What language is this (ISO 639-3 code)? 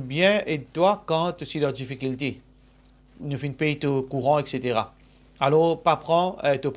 mfe